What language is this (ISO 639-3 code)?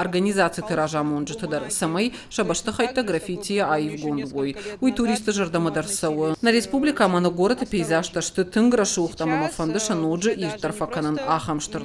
oss